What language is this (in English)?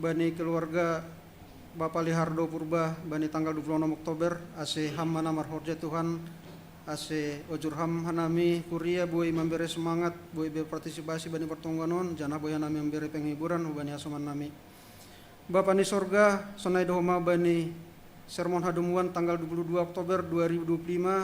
Batak Simalungun